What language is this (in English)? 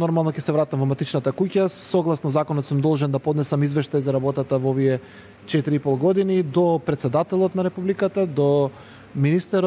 Macedonian